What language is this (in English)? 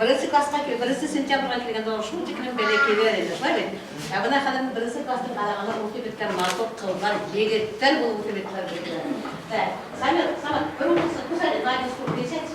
Bashkir